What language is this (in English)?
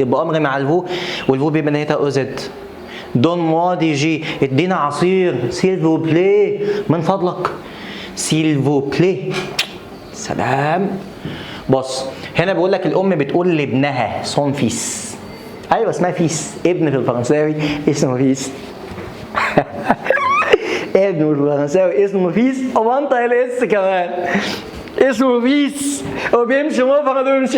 Egyptian Arabic